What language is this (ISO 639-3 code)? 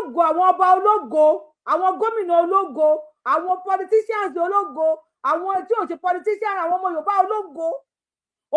yor